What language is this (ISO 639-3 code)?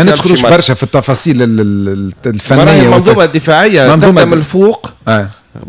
aeb